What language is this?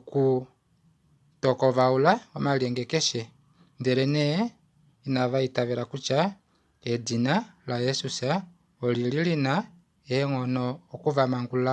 Kuanyama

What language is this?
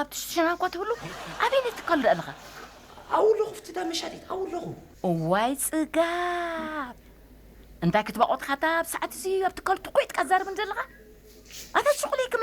Tigrinya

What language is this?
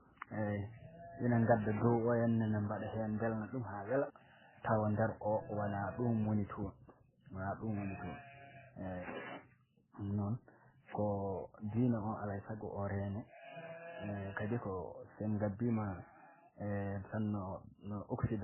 Fula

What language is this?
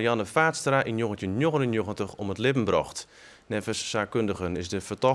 Western Frisian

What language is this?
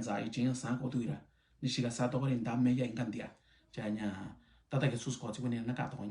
Mixtepec Mixtec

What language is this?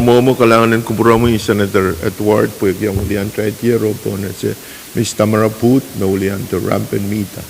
Pohnpeian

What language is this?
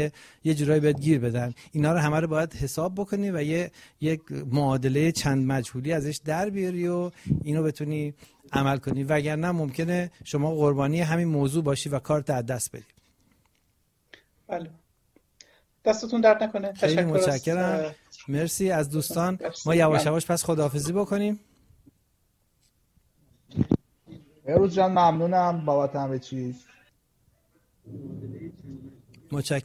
Persian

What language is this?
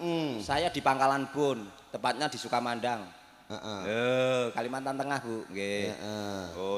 Javanese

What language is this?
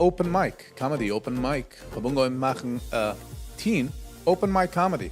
Yiddish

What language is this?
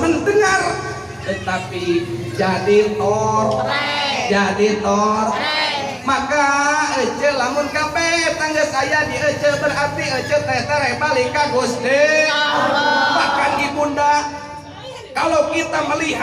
Sundanese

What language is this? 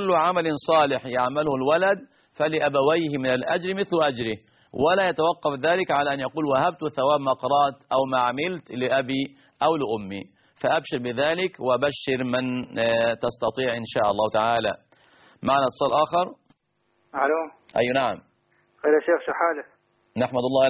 Arabic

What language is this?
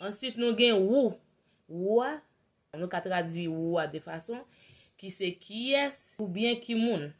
Haitian Creole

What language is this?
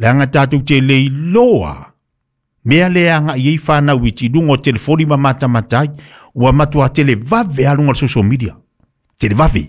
Samoan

